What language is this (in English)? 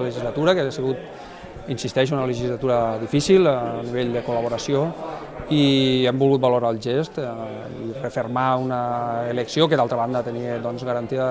Catalan